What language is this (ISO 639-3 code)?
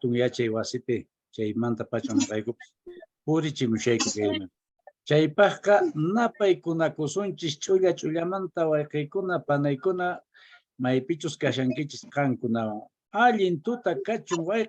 que